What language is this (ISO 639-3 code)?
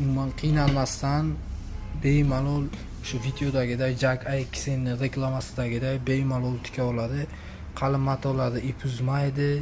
uzb